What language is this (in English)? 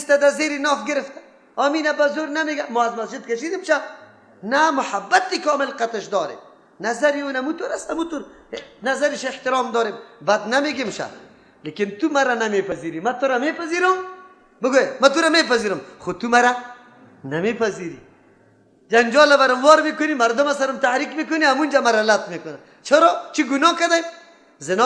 Persian